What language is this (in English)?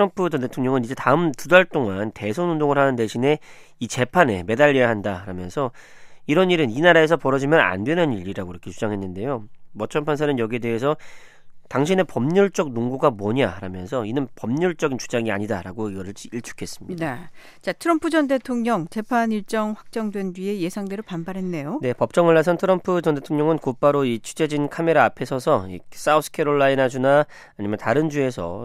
Korean